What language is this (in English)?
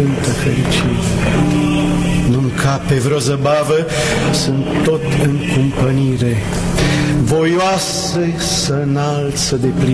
Romanian